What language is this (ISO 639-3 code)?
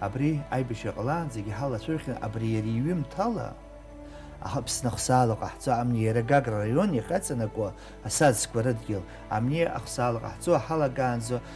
abk